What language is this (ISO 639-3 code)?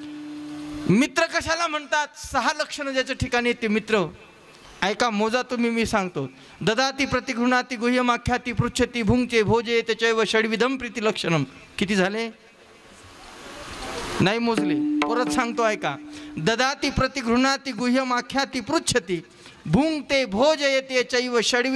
mar